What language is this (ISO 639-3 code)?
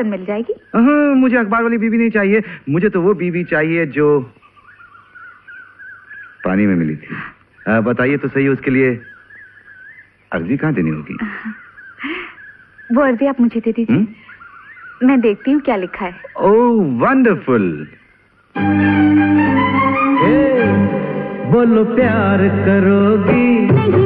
hin